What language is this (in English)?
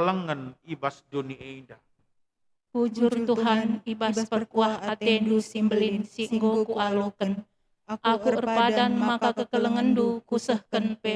Batak Karo